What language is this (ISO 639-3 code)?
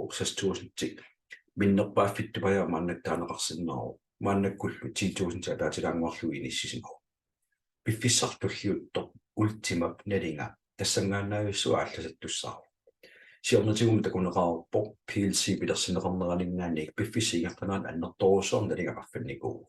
kal